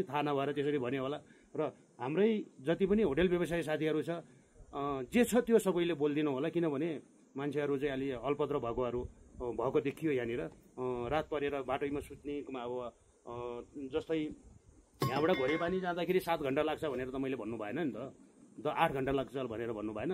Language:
Nepali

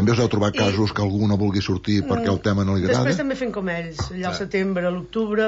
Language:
Catalan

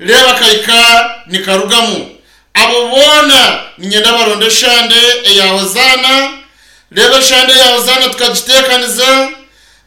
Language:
Nyankole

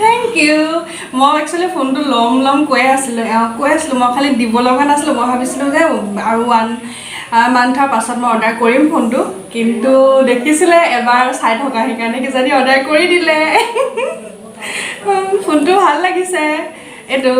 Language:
Assamese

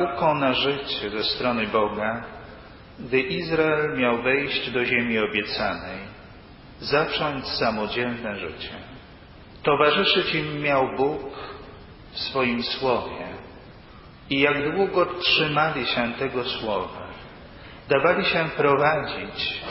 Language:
Polish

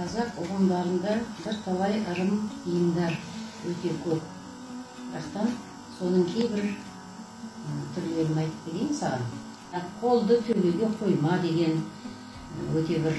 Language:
Kazakh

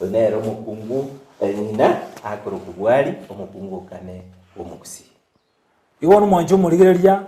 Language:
Gusii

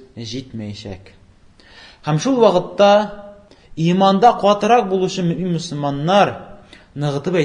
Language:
Tatar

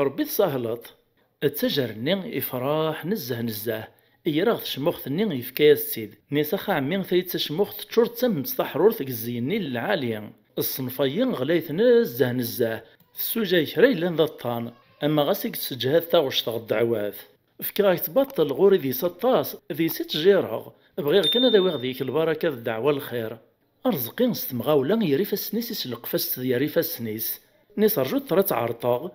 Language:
Kabyle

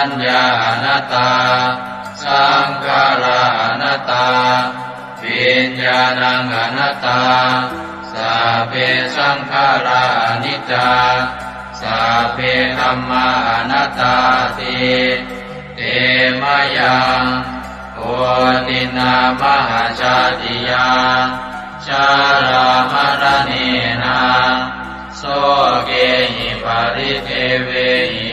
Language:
Pali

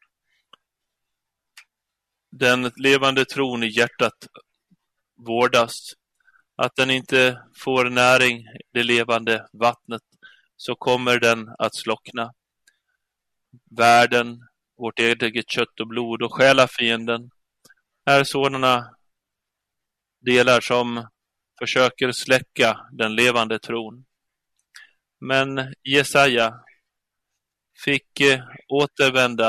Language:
Swedish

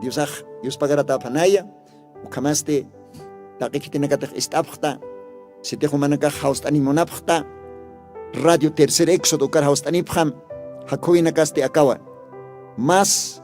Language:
Aymara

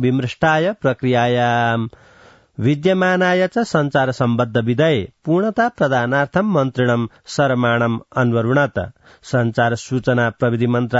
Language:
Sanskrit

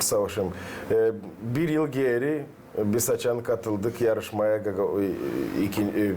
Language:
Gagauz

